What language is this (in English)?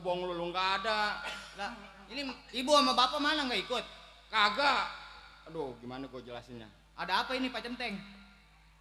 Betawi